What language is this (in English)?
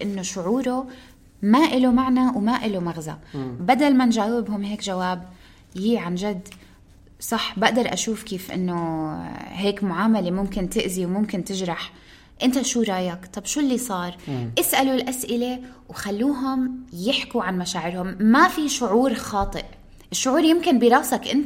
North Levantine Arabic